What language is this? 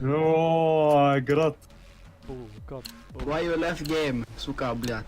Swiss German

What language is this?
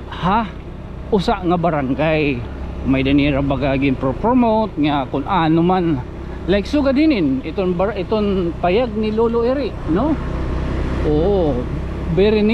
Waray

